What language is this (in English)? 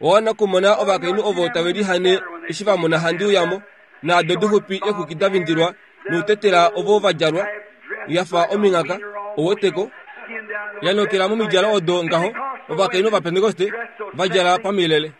Kuanyama